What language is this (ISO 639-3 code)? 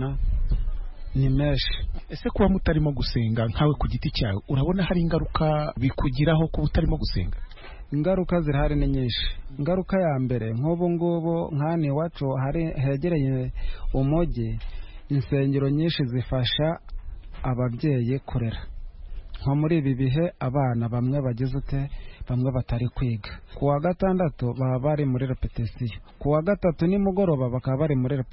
kin